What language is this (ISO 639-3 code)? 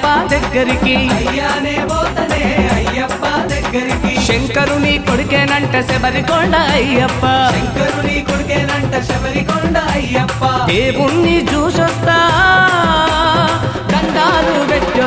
tel